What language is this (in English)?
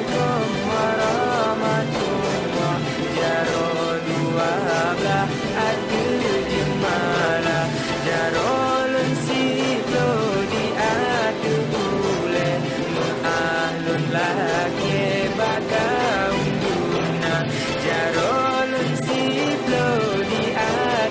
Achinese